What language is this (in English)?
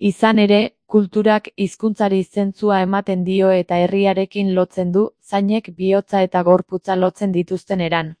Basque